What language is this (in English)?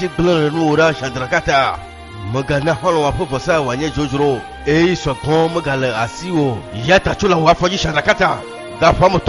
Ewe